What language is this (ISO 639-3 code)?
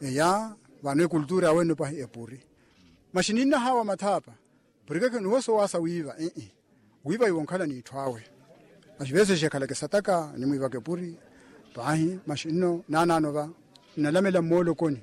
vmw